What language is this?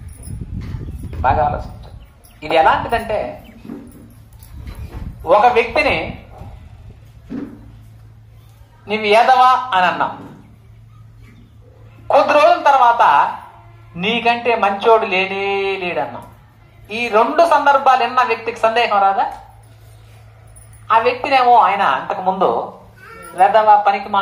Telugu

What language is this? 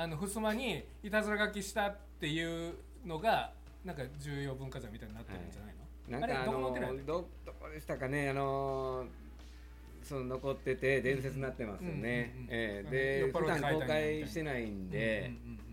Japanese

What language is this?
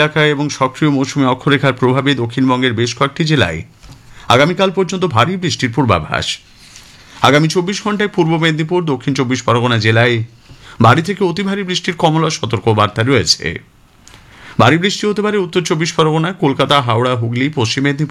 Bangla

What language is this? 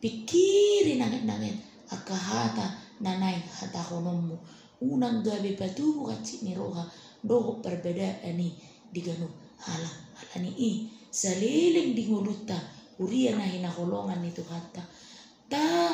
Batak Toba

